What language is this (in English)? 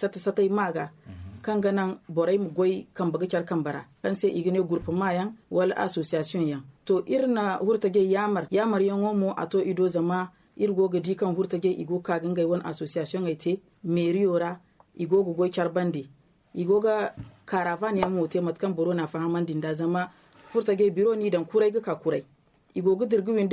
Zarma